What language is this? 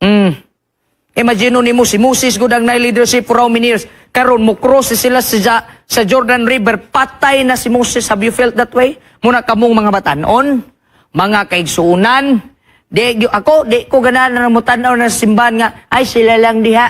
Cebuano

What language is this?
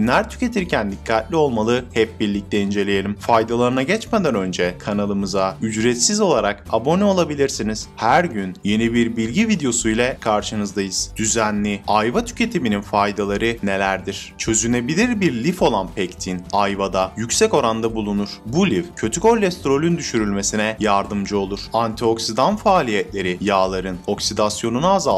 Turkish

